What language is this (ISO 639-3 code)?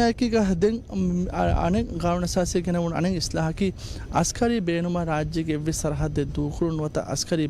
div